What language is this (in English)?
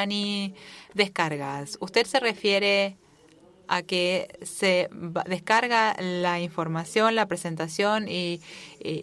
Spanish